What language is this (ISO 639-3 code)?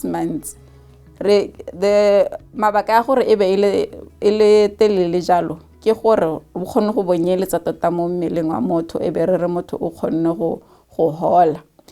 tsn